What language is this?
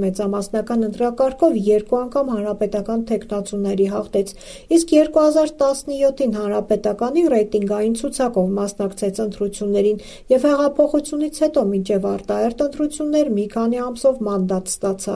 Armenian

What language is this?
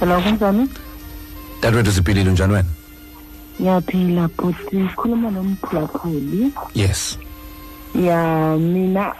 Xhosa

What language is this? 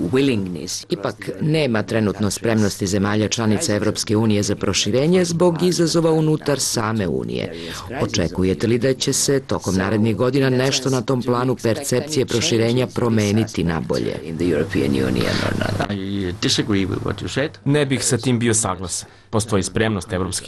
Serbian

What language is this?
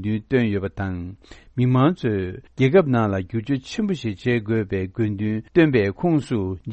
Tibetan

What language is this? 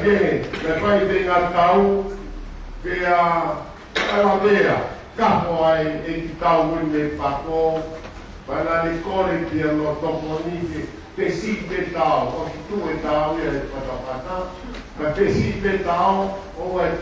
Tongan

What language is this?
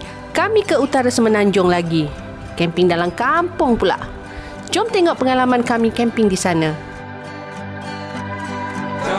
Malay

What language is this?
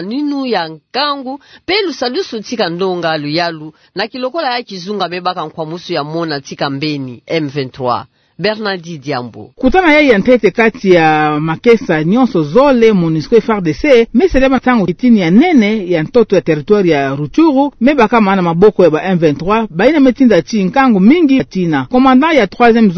Kituba (Democratic Republic of Congo)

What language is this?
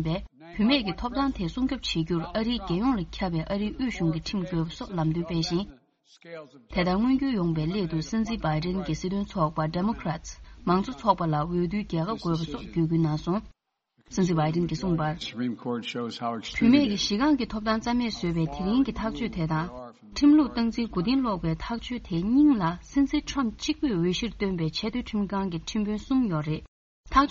Tibetan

